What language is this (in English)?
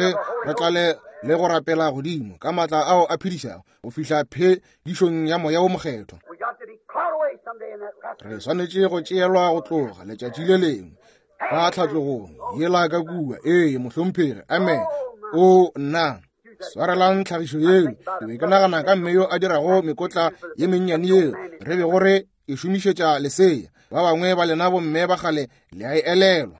Northern Sotho